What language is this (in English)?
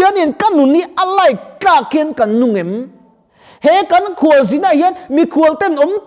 Mizo